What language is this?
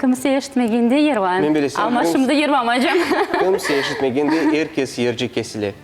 Crimean Tatar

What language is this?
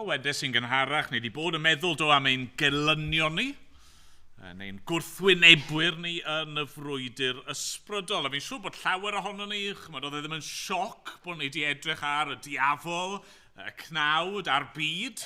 Welsh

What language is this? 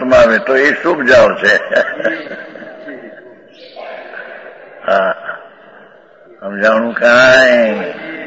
Gujarati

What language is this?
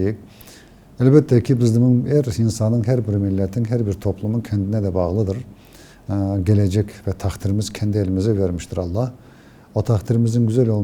Crimean Tatar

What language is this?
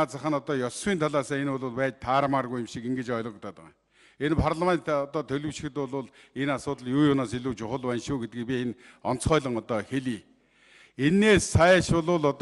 Mongolian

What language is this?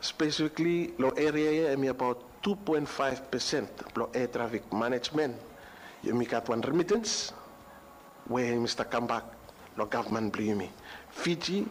Bislama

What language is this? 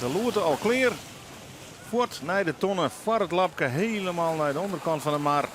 Western Frisian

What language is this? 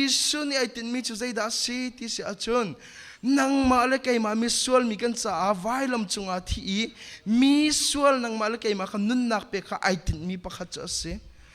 Hakha Chin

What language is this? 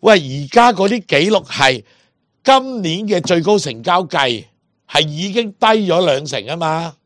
Cantonese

